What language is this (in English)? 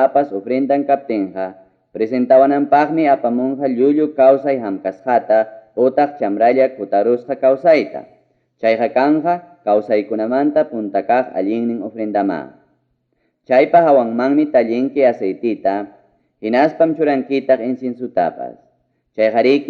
Ayacucho Quechua